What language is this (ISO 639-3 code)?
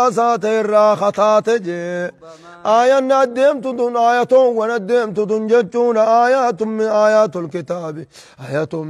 ara